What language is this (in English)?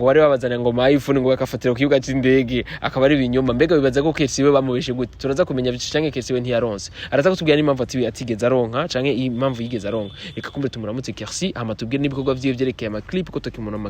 Rundi